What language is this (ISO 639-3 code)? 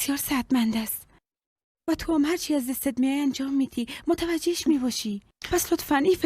fas